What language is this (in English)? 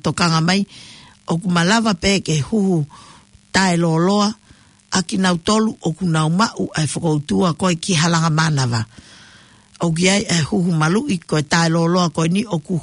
Tongan